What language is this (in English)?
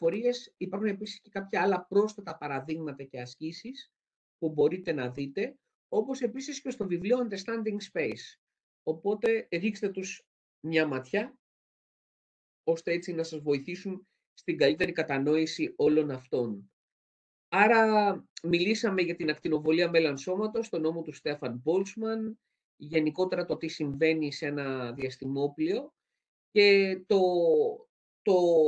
Greek